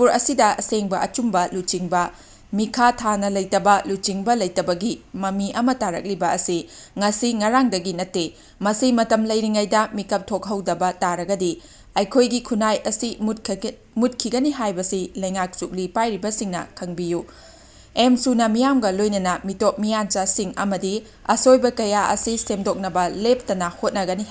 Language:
Manipuri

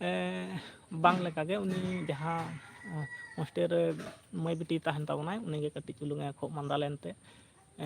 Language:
Santali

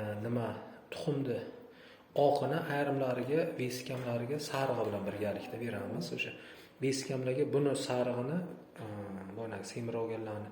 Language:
Uzbek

